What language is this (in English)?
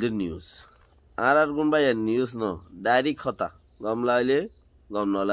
Rohingya